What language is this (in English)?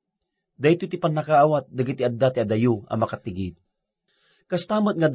Iloko